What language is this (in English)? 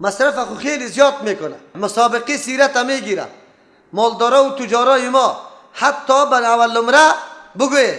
Persian